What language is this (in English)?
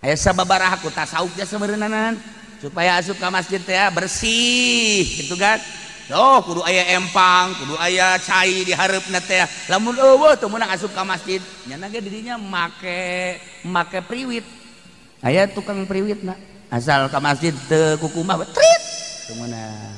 Sundanese